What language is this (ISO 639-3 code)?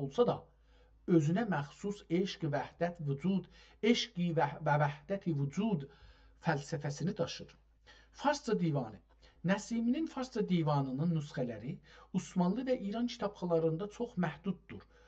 azb